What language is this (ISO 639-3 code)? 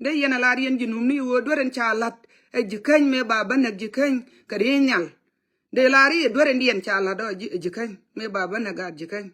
nus